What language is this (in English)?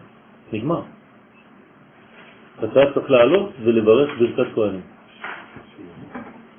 Hebrew